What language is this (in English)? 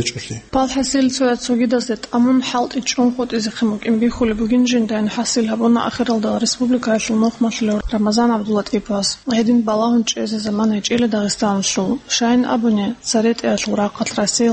Avaric